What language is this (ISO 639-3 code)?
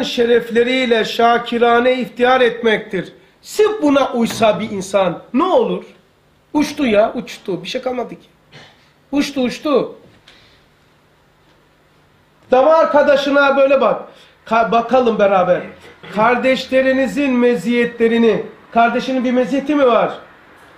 tur